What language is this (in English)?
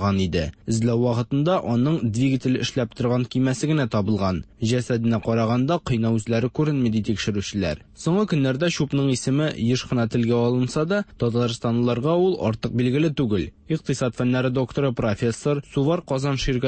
Tatar